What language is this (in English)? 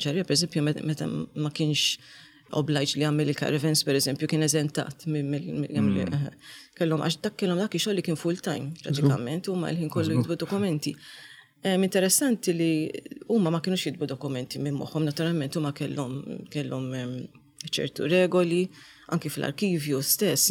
Maltese